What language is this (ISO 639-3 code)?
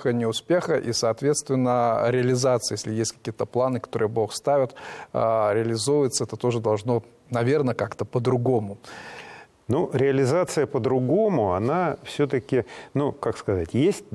rus